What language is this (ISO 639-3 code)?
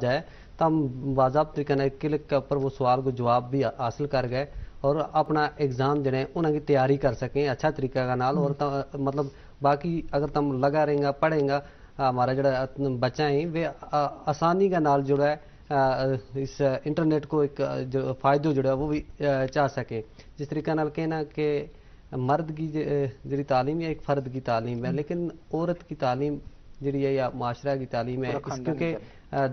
gju